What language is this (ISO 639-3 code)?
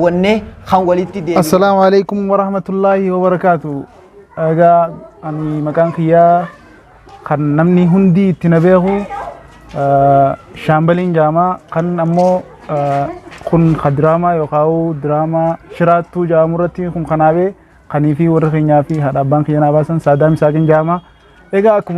orm